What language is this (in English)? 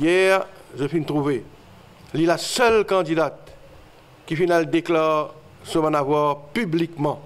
Morisyen